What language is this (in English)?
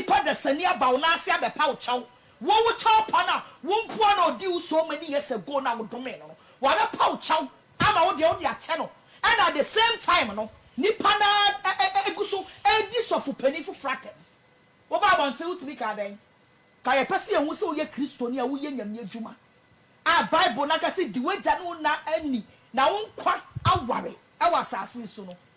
Akan